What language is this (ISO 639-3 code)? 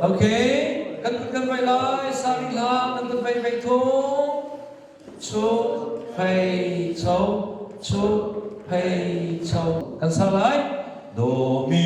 cnh